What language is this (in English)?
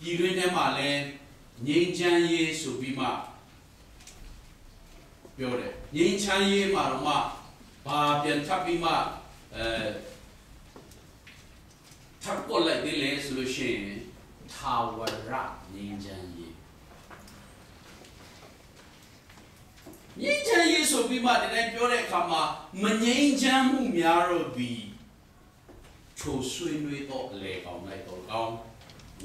Burmese